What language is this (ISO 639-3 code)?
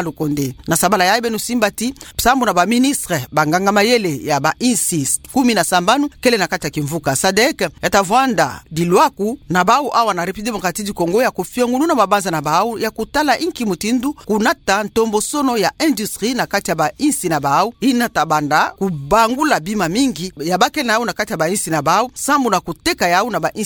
ktu